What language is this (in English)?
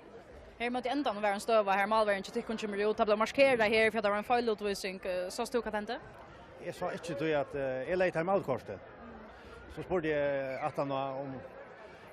Faroese